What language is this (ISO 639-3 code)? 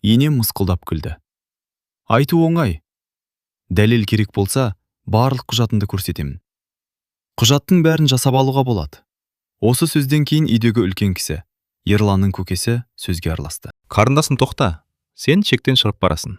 kaz